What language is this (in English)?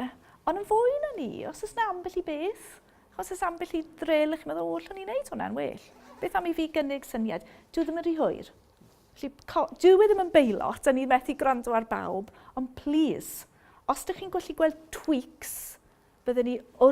Welsh